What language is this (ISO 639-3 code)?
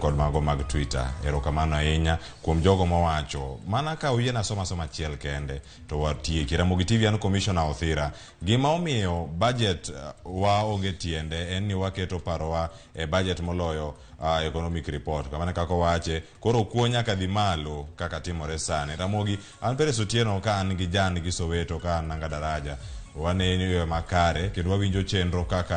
luo